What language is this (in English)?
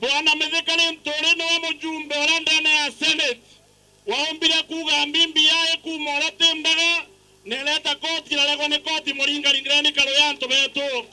Meru